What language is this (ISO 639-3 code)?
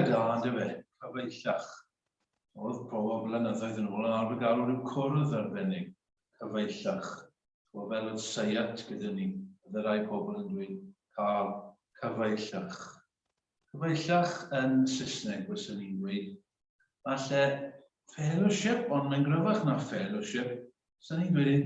cym